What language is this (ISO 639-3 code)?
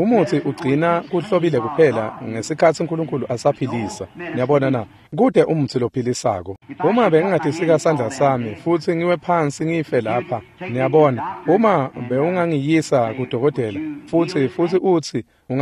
ssw